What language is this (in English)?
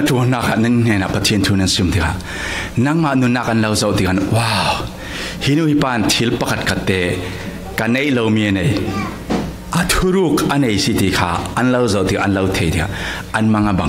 Falam Chin